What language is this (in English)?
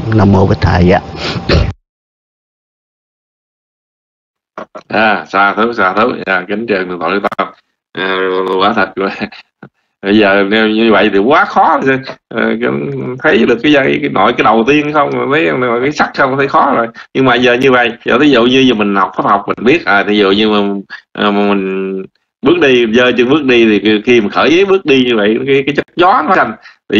Vietnamese